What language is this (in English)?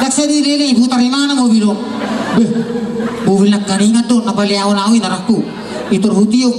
Batak Toba